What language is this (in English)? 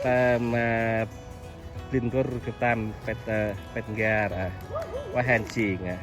Central Mnong